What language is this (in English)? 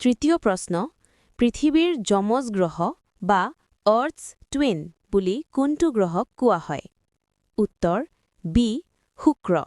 Assamese